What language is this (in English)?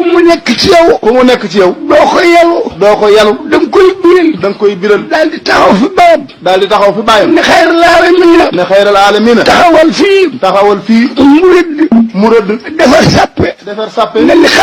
Wolof